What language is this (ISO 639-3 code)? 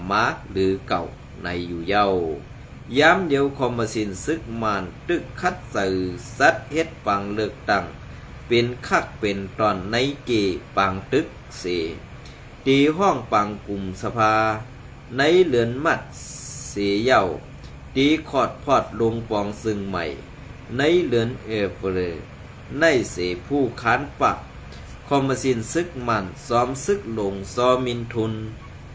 shn